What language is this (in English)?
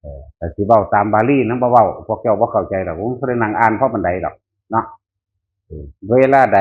Northeastern Thai